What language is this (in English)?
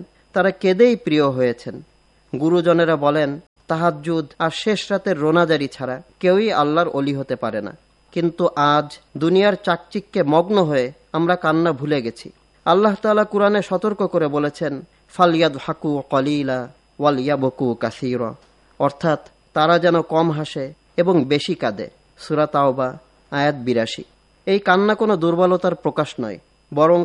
Bangla